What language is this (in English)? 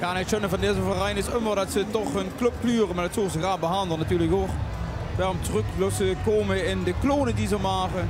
Limburgish